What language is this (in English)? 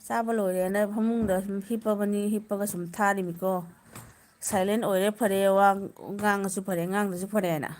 Manipuri